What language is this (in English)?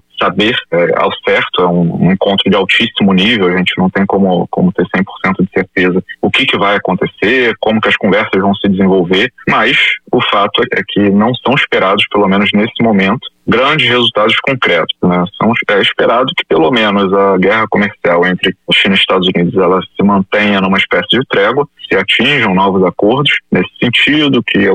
Portuguese